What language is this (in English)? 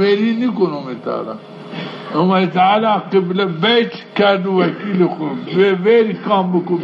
Zaza